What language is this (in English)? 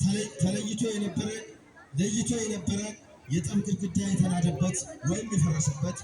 Amharic